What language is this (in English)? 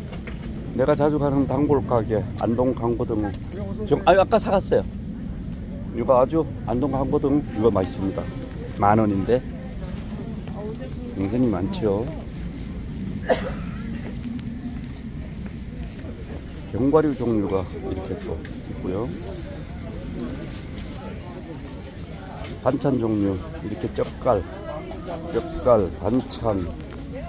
Korean